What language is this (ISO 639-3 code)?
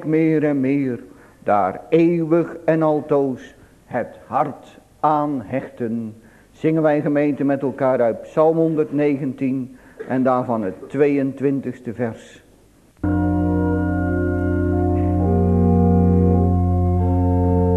nld